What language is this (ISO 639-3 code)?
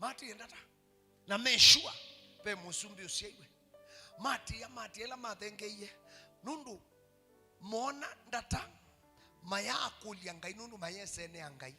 kam